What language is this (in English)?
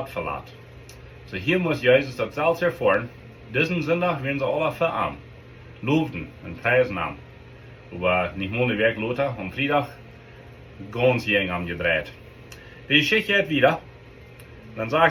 Plautdietsch